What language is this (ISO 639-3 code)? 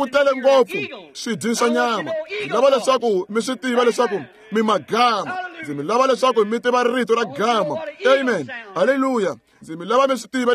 tso